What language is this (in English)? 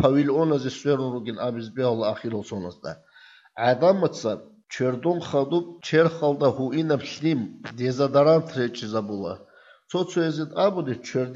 Avaric